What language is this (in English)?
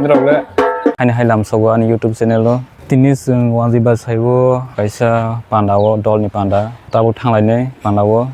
Kok Borok